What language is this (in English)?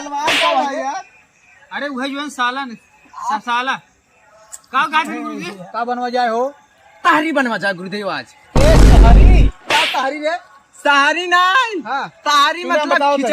Awadhi